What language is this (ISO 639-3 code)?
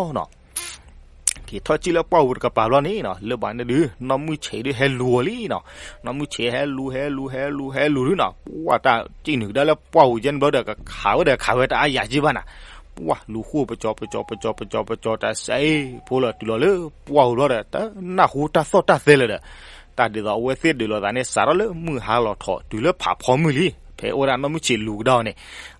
ksw